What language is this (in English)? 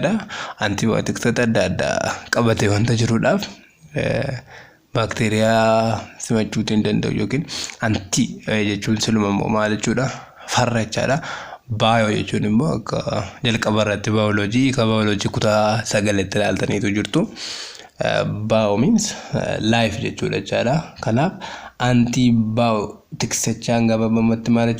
Oromo